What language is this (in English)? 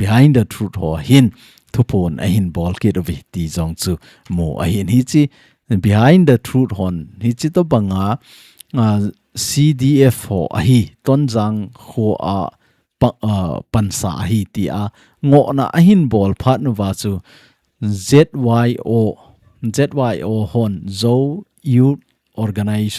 Thado Chin